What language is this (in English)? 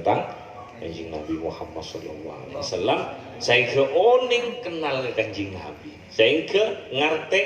Madurese